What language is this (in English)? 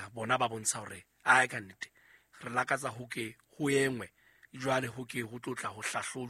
Southern Sotho